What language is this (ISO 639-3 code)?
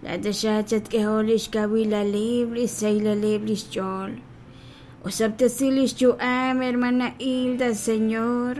kek